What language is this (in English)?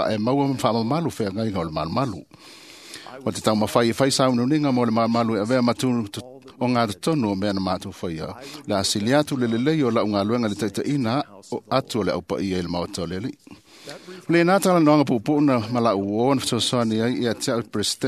Samoan